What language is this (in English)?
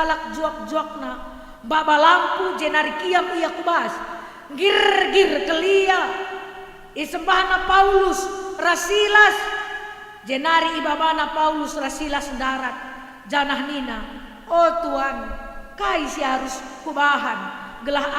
Batak Karo